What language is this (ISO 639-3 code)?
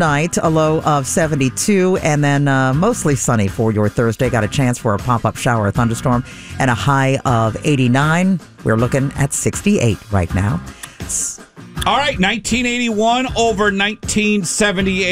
eng